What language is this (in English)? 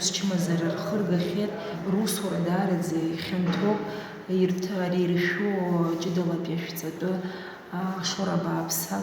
Abkhazian